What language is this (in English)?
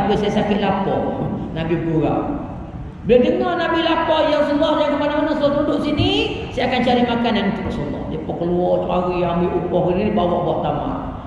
Malay